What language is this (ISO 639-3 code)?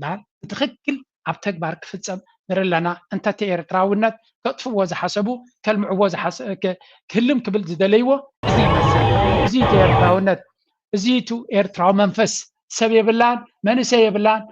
tir